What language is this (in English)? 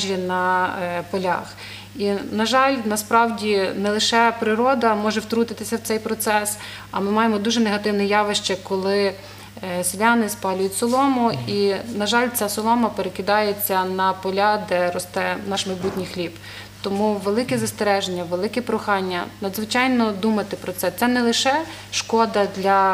Ukrainian